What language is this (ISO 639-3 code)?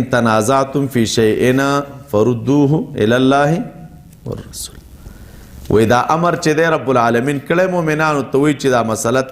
pus